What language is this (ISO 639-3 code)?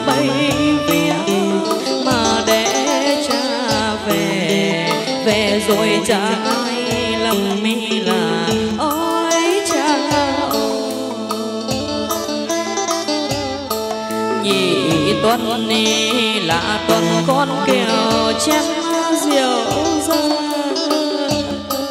vie